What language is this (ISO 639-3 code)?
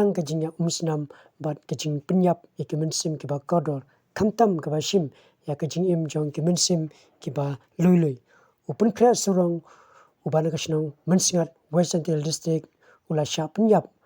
kha